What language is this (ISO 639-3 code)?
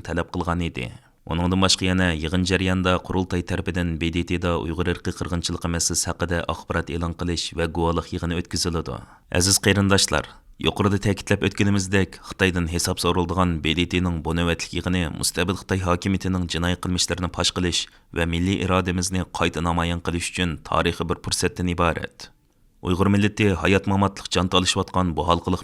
uig